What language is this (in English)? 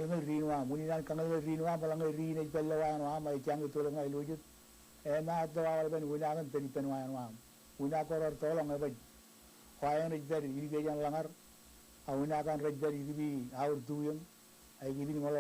Marshallese